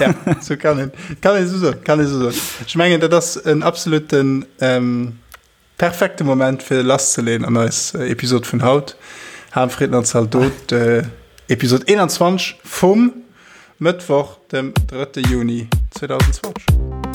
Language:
Luxembourgish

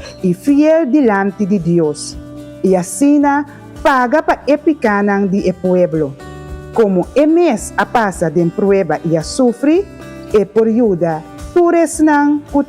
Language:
Papiamento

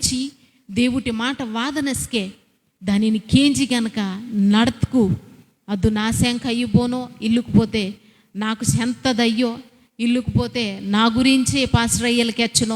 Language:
Koya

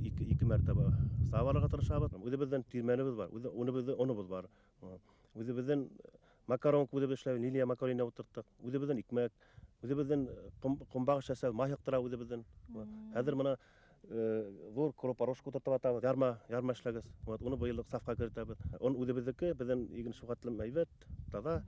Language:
Bashkir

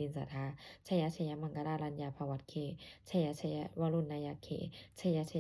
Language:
Pali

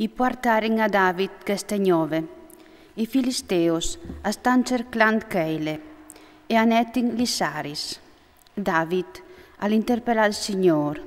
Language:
Friulian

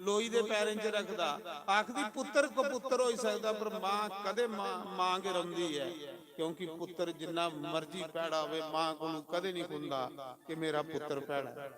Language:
Dogri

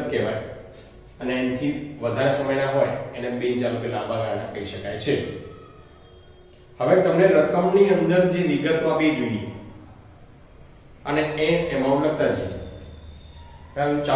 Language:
Gujarati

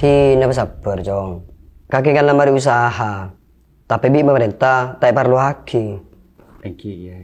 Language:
Madurese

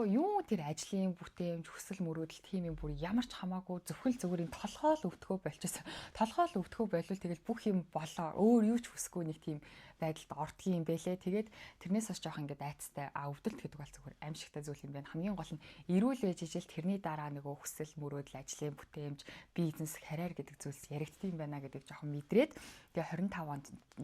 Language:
Mongolian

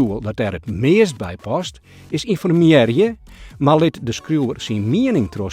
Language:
Western Frisian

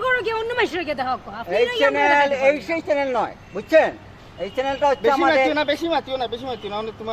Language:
Sylheti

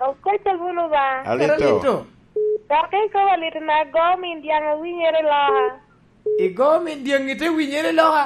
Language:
Lango (Uganda)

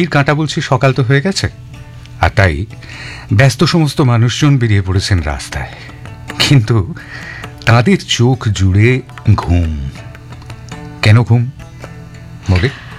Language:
Bangla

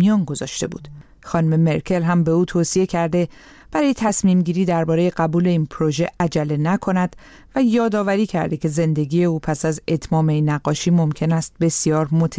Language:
Persian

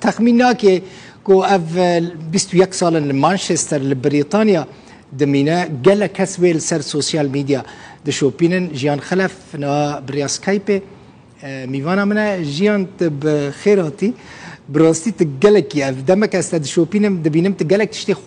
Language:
Kurdish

